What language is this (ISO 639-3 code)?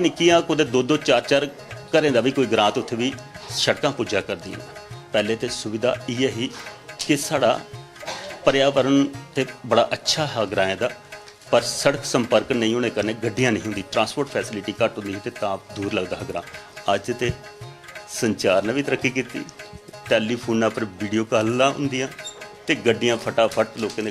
doi